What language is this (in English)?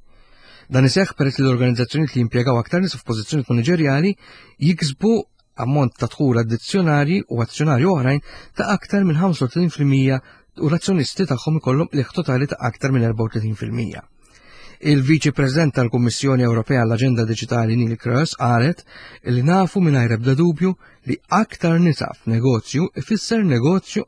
Maltese